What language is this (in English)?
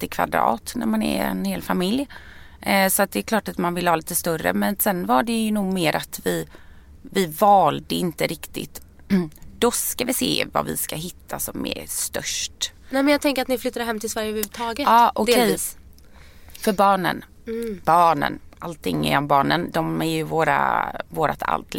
Swedish